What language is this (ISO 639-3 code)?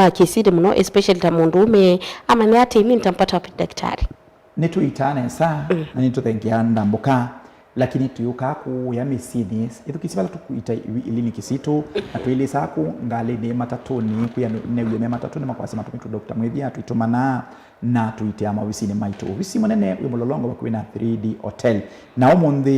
kam